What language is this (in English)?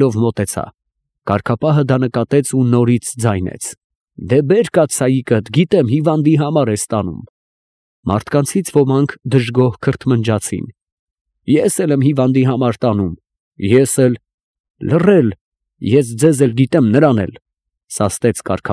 Armenian